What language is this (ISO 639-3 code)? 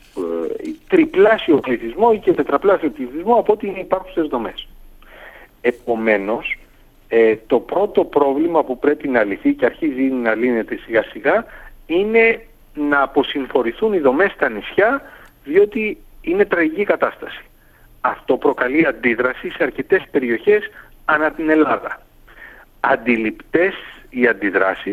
ell